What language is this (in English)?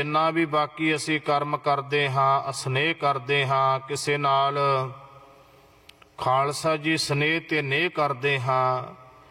Punjabi